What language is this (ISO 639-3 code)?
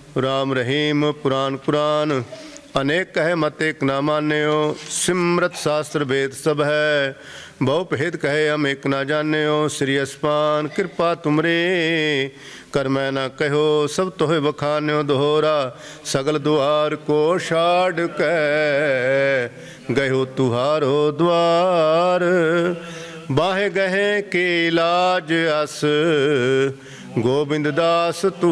pan